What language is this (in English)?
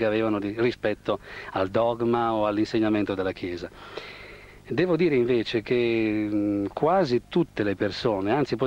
Italian